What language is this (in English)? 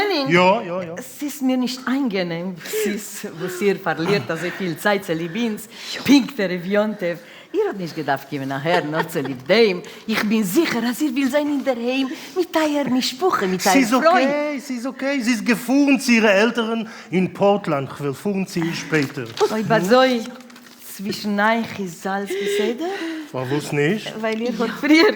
Yiddish